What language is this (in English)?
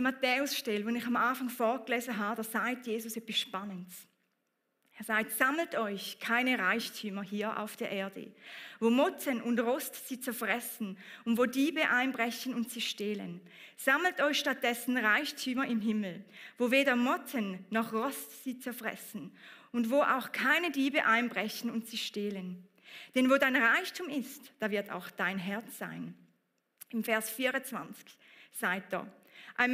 Swiss German